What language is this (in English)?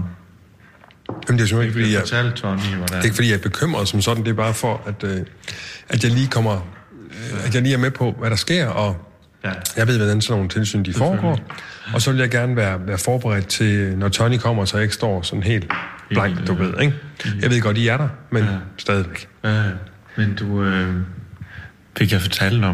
Danish